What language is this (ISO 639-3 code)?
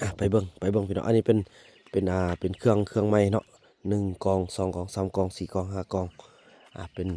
lao